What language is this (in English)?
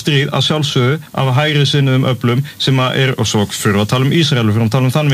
Icelandic